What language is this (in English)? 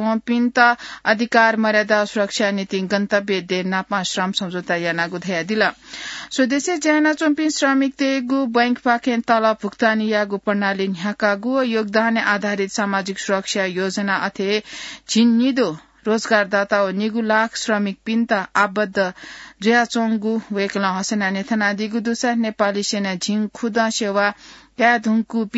Newari